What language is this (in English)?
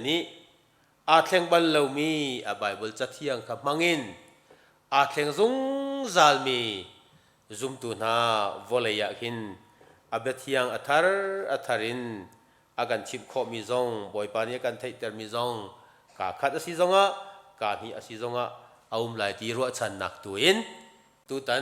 Hakha Chin